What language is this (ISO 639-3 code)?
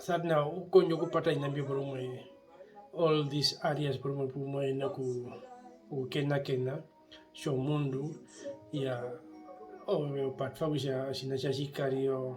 her